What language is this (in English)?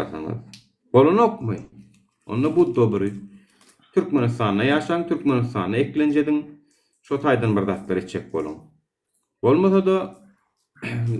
Turkmen